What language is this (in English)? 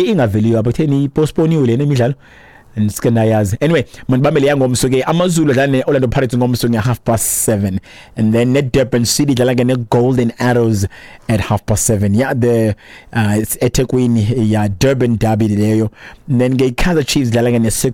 Xhosa